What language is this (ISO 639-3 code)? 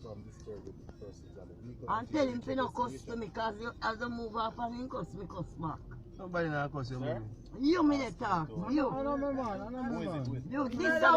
jam